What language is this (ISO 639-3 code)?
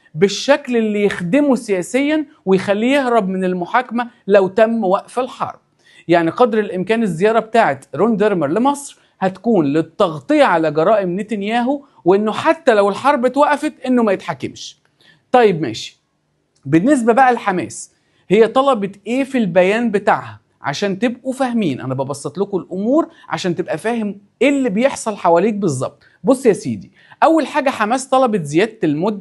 arz